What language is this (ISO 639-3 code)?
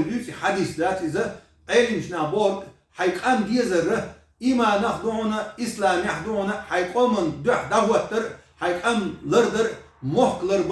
che